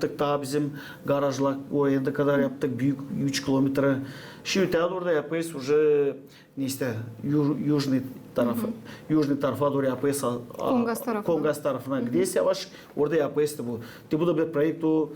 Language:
Gagauz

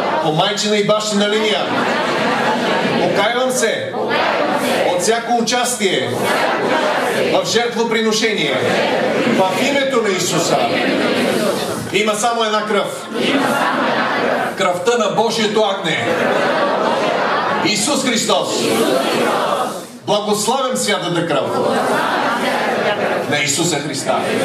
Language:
Bulgarian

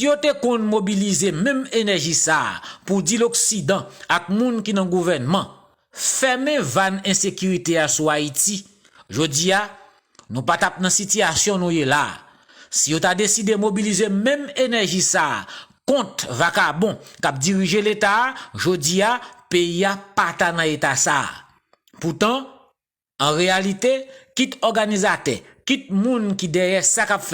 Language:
Haitian Creole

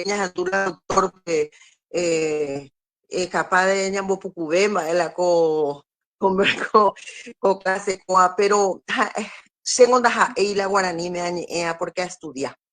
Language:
Guarani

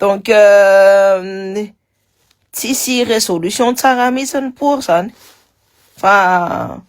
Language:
Malagasy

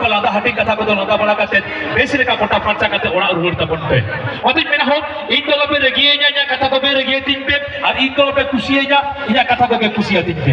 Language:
Santali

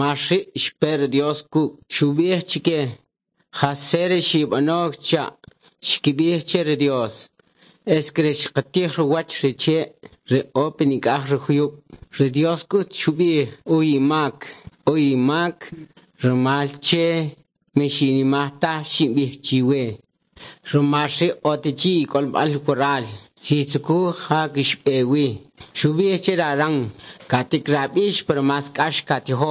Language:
Kʼicheʼ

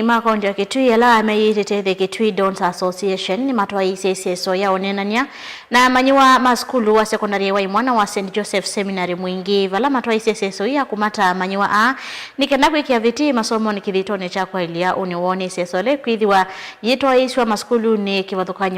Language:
Kamba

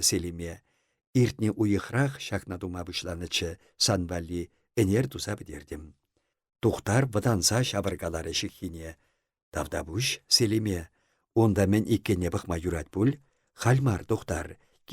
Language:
Chuvash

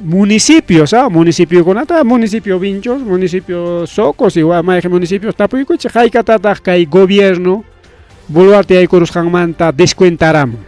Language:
Ayacucho Quechua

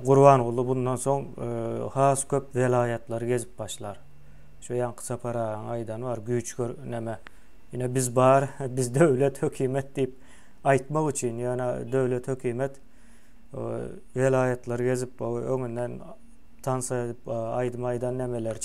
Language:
Turkmen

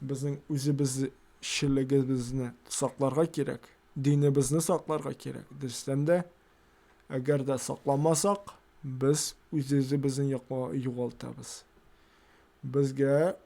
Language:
Tatar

